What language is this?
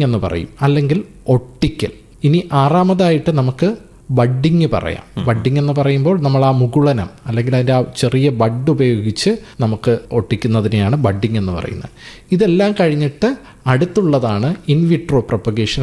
Malayalam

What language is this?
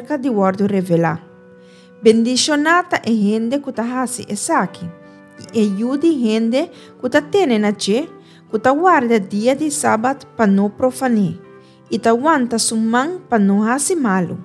Papiamento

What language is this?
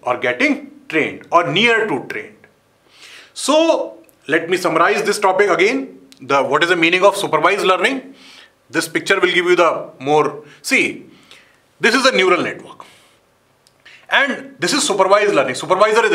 English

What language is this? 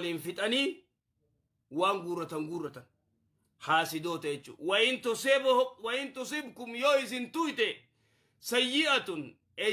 Oromo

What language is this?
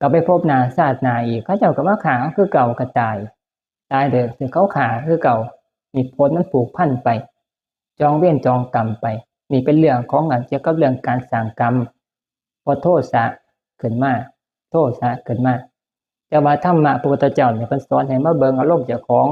Northeastern Thai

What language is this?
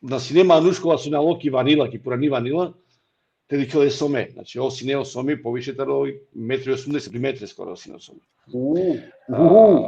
Balkan Romani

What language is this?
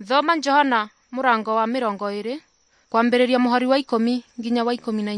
Kikuyu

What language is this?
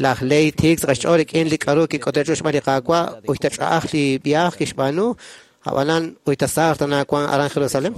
Kekchí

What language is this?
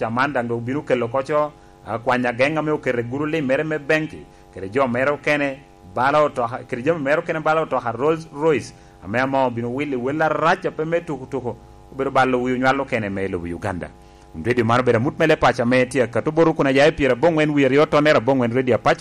Lango (Uganda)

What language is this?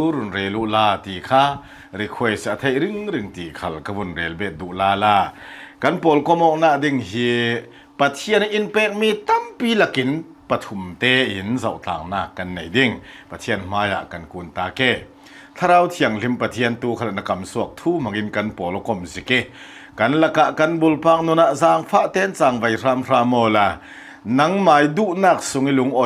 Hakha Chin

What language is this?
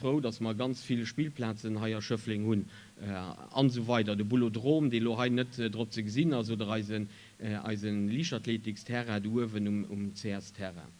Luxembourgish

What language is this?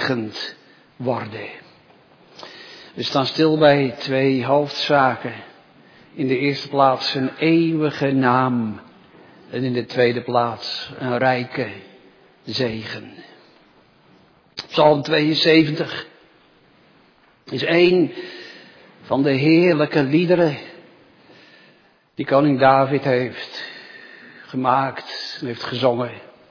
Dutch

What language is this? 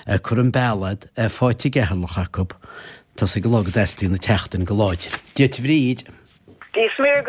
Irish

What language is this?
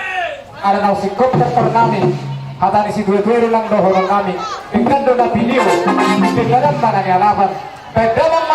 Batak Toba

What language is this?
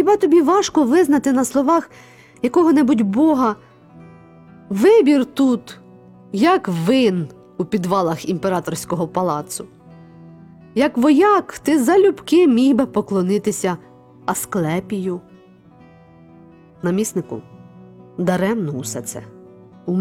Ukrainian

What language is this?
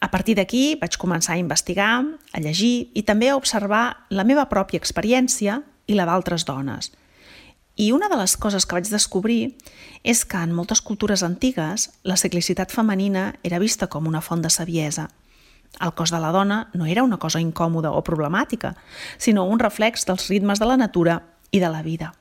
Catalan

